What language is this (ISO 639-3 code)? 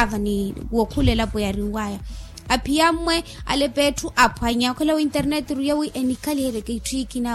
vmw